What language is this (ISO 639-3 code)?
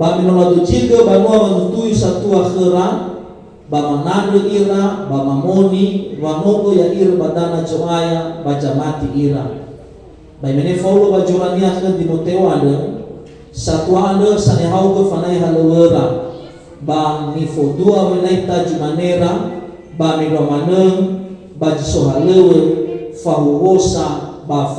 nia